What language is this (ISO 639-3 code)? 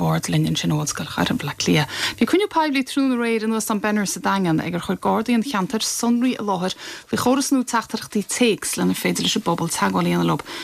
gle